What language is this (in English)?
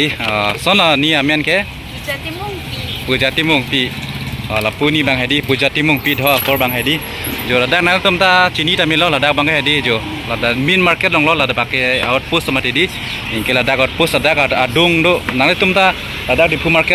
Karbi